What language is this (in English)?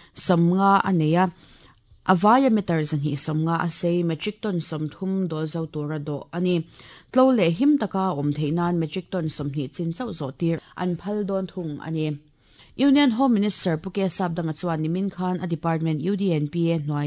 Mizo